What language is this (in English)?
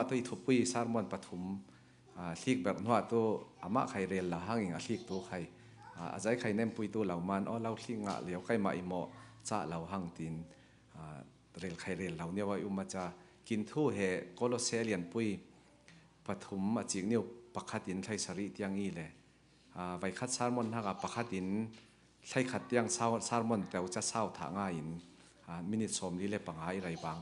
Falam Chin